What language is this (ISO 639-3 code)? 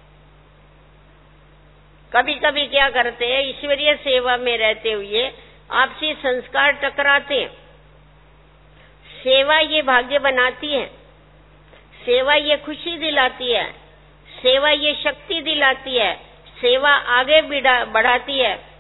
hin